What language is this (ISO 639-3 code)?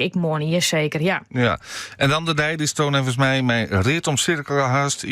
fry